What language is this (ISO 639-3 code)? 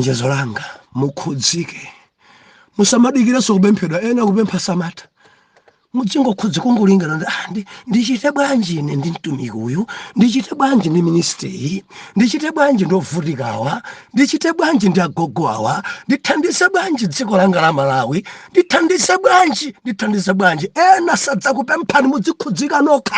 nya